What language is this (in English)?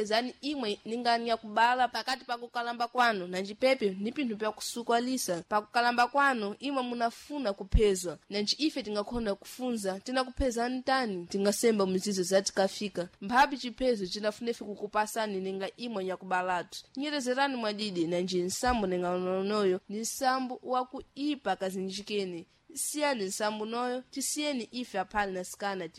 Sena